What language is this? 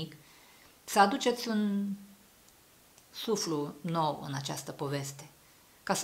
Romanian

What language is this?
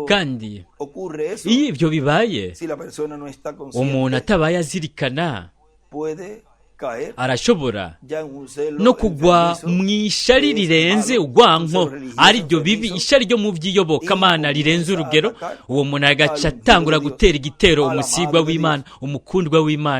Rundi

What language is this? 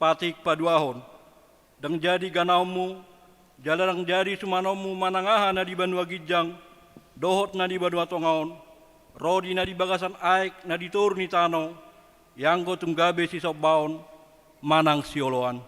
Batak Toba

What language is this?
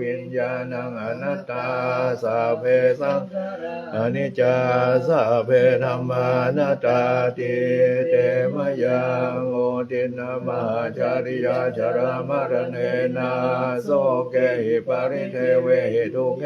Pali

